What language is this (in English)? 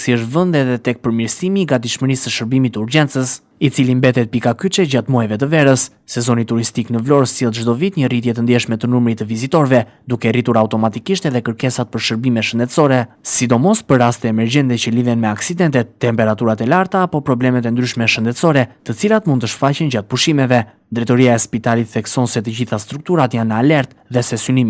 Albanian